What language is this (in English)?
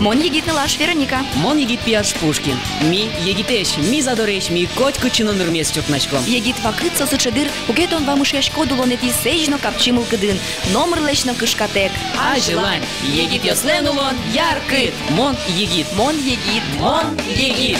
Udmurt